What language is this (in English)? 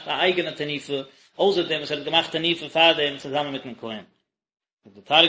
Yiddish